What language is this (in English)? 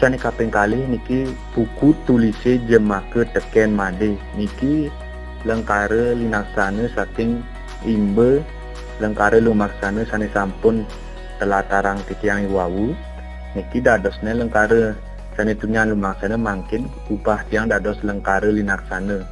Balinese